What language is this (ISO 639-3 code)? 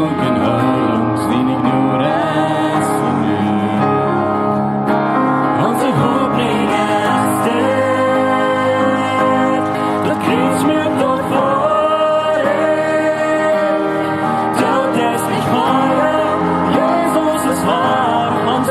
pdt